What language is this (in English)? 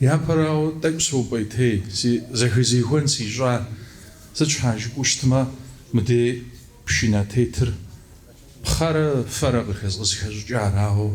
Kabardian